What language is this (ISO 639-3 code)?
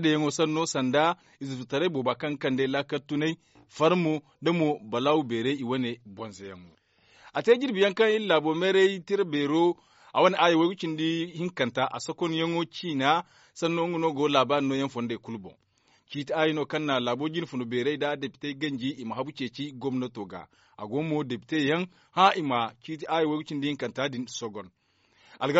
dje